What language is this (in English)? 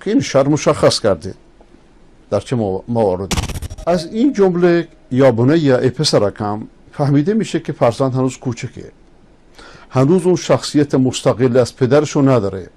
Persian